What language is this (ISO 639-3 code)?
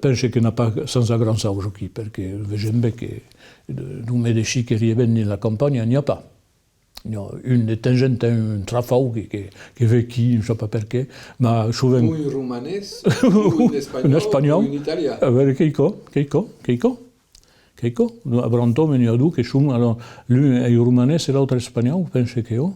oci